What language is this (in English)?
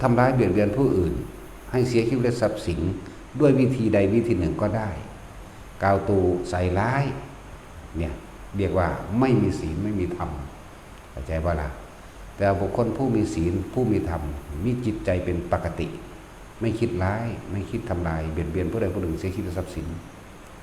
Northeastern Thai